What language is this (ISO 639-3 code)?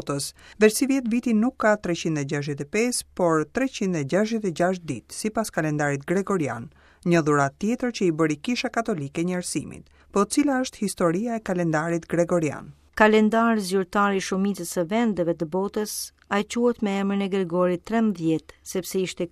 sqi